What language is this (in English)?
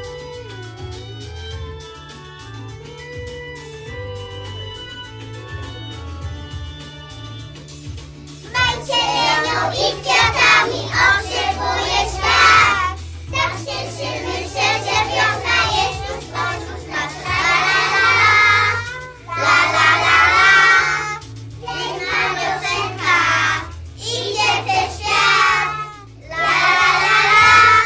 Polish